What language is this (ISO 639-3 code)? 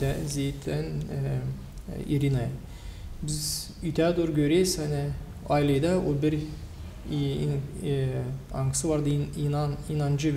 gag